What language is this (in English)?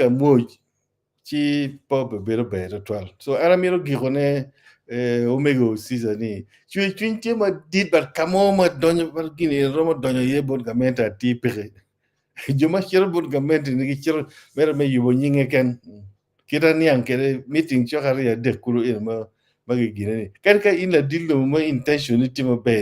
Acoli